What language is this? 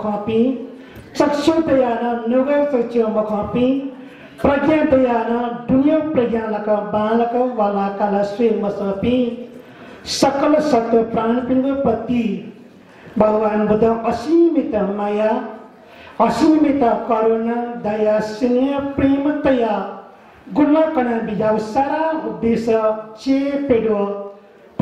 Newari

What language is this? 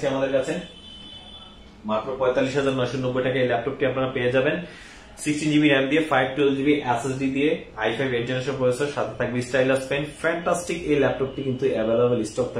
Bangla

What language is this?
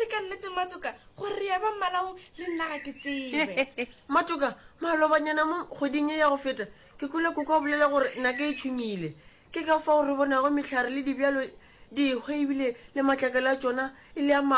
Northern Sotho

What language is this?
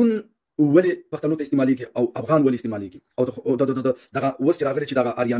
Pashto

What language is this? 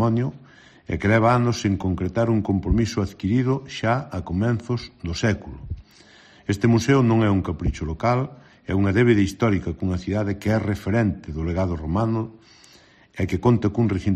Galician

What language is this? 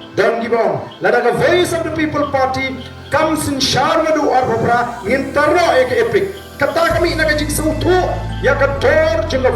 Khasi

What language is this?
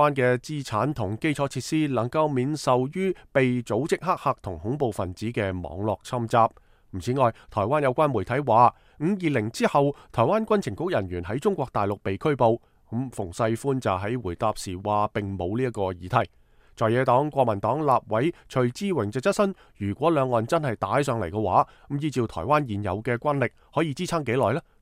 Cantonese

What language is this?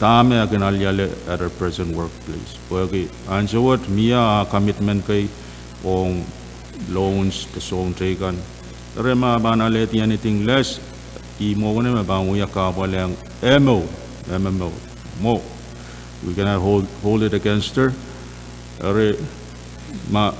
Pohnpeian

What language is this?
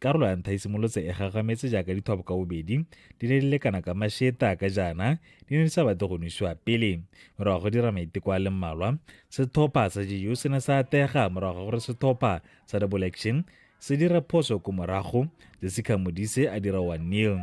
Tswana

